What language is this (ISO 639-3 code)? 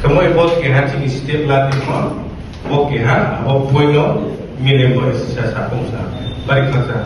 ria